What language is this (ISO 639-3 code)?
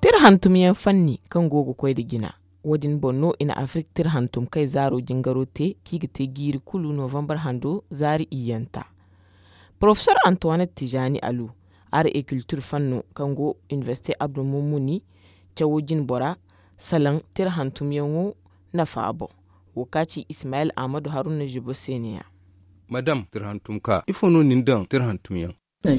dje